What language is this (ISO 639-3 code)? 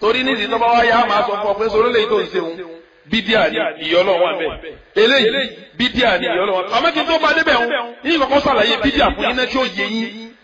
yor